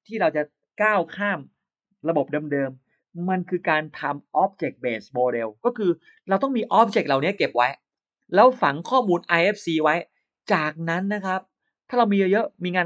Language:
Thai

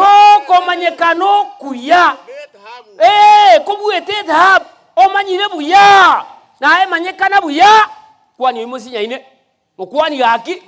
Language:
Gusii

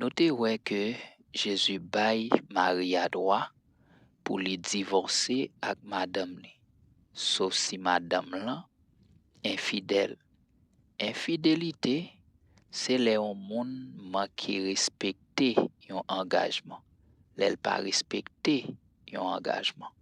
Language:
Haitian Creole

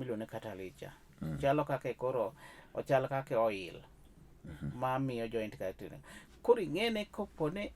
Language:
Luo (Kenya and Tanzania)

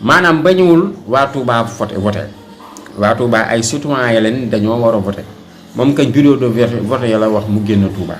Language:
Wolof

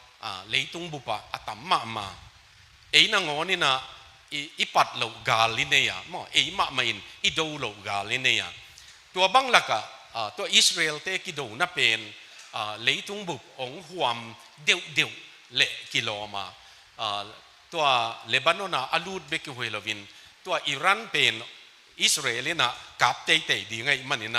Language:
Tedim Chin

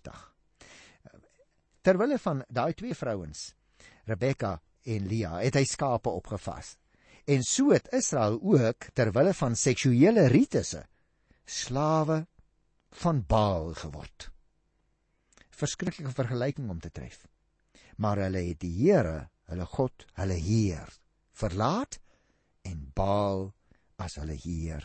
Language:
Afrikaans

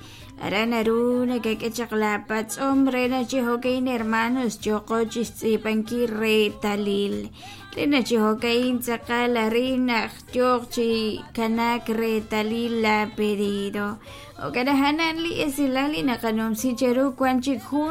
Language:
Kekchí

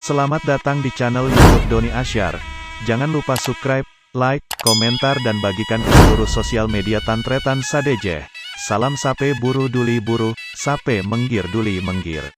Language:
Madurese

